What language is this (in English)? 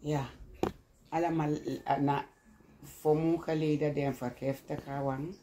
Sranan Tongo